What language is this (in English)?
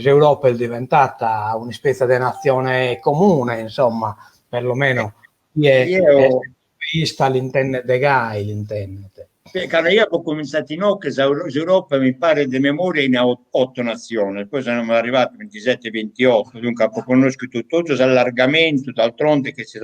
Sardinian